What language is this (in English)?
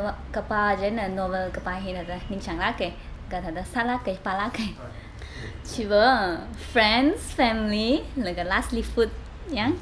Tangkhul Naga (India)